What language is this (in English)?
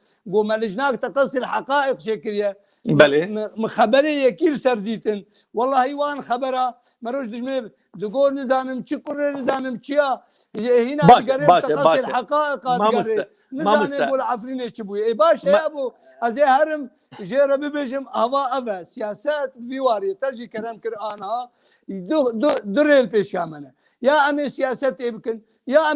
Kurdish